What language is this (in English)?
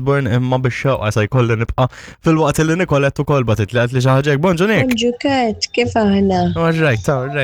Maltese